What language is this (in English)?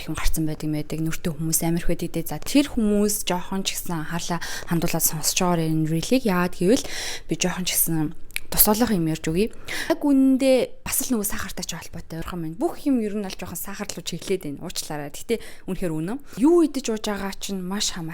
Mongolian